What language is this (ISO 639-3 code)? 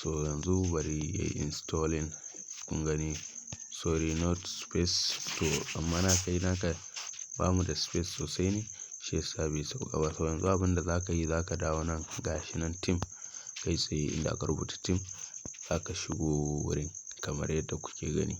hau